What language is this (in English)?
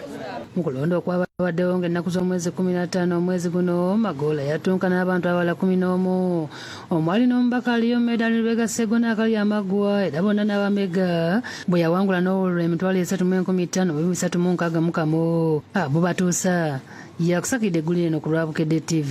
Ganda